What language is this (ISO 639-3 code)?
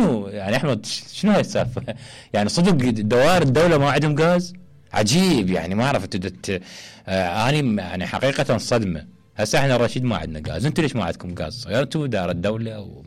acm